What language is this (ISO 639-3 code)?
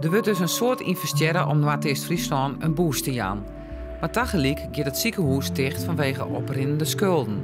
fry